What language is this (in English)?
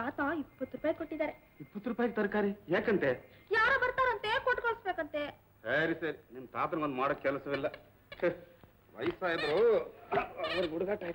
Kannada